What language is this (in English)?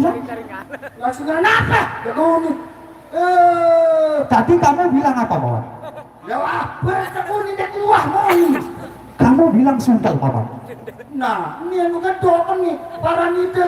Sasak